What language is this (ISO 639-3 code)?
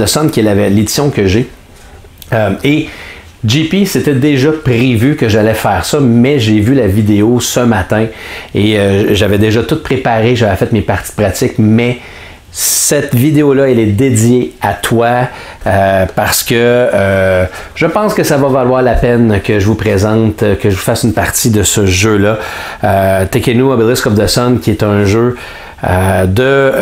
fra